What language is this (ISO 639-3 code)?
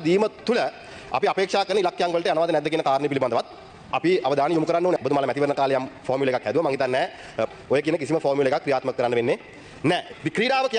sin